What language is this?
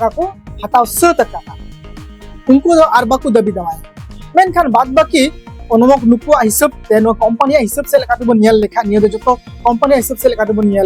Santali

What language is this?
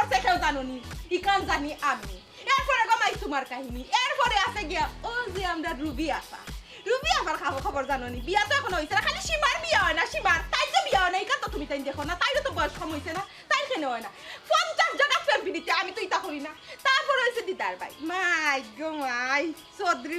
Sylheti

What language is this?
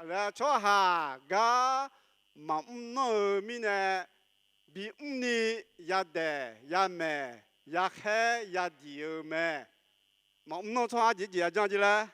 Akha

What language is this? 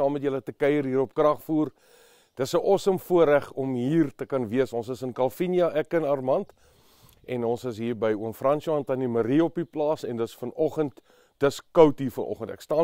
Afrikaans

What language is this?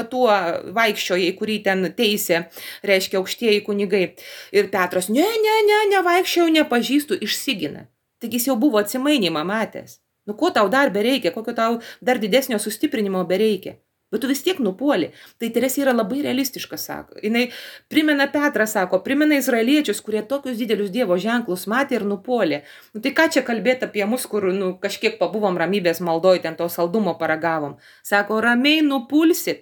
Lithuanian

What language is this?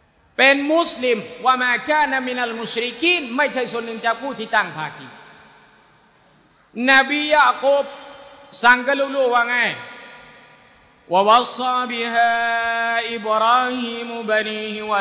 Thai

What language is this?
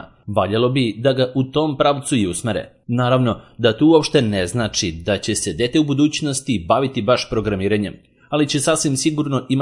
Serbian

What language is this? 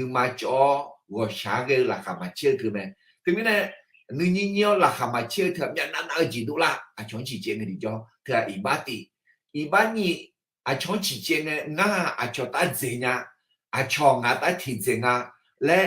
Akha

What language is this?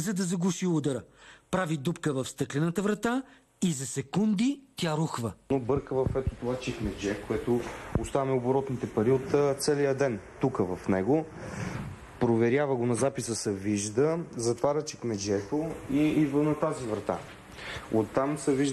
Bulgarian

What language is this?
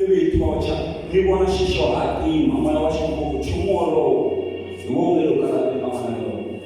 Tsonga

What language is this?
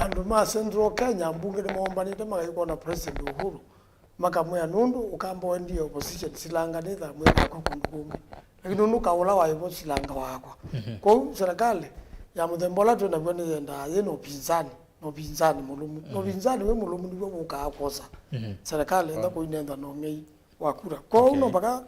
Kamba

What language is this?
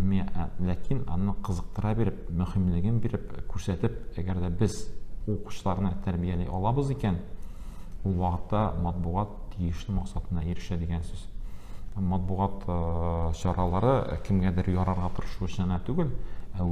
Tatar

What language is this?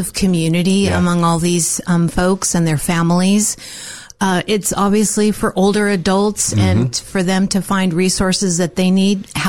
English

